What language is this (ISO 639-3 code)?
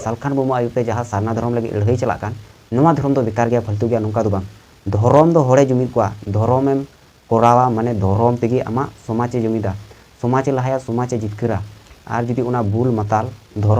sat